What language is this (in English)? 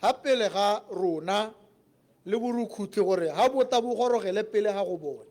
Tswana